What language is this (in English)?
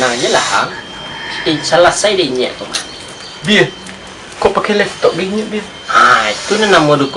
Minangkabau